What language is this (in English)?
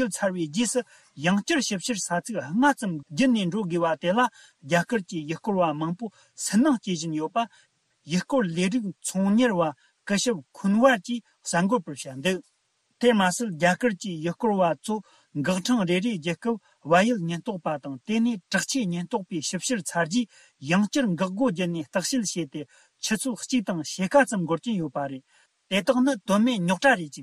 Tibetan